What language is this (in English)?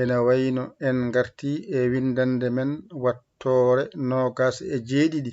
Fula